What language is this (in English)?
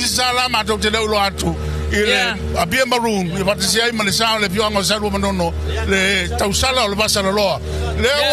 Samoan